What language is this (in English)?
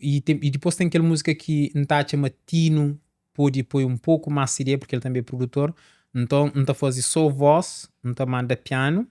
Kabuverdianu